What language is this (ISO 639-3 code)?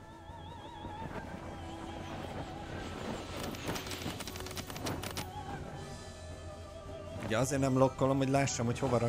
hun